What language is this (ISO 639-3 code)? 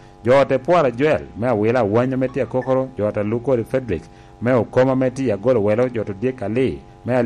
laj